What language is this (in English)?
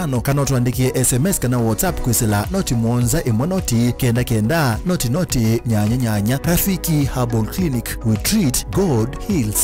Kamba